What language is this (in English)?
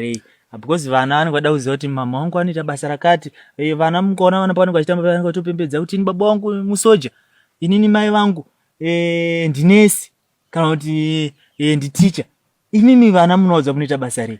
Shona